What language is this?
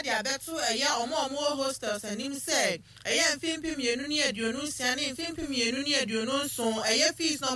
Akan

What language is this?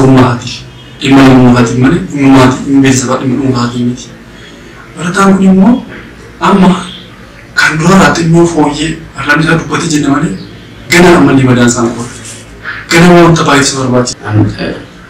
Oromo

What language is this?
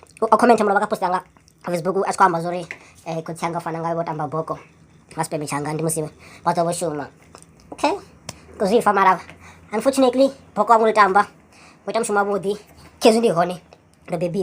Venda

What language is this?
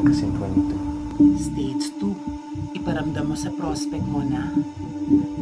Pampanga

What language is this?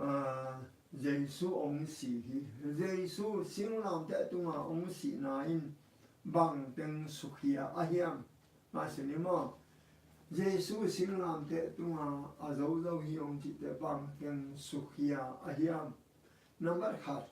Tedim Chin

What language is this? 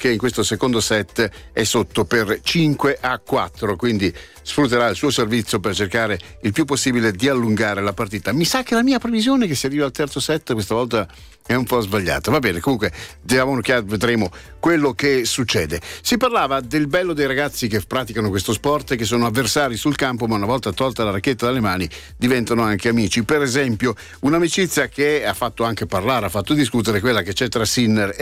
Italian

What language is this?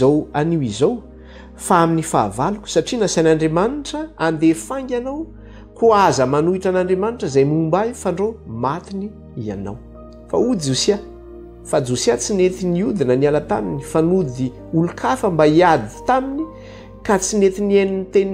Malagasy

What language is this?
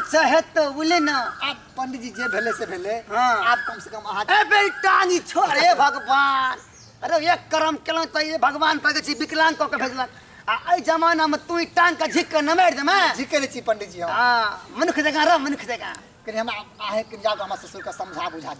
Maithili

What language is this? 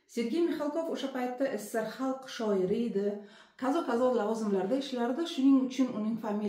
Uzbek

